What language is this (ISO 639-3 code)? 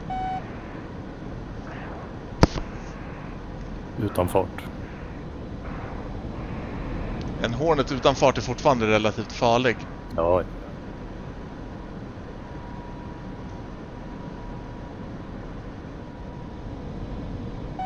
swe